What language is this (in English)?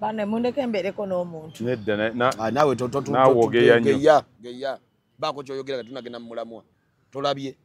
Ganda